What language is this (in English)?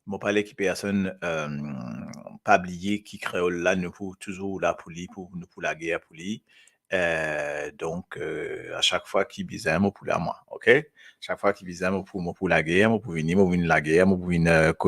Morisyen